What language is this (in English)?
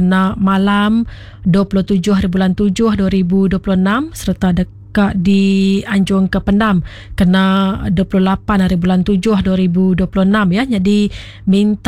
Iban